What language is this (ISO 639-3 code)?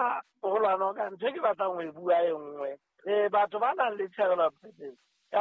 sot